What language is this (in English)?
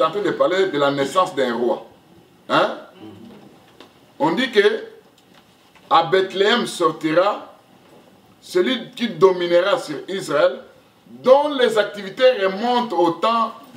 French